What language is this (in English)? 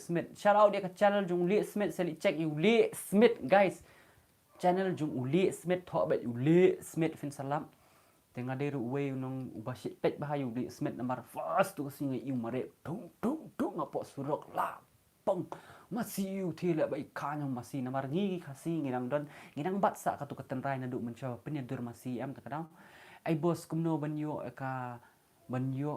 Khasi